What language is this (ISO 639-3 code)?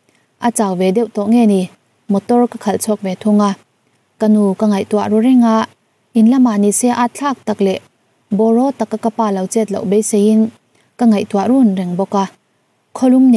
lus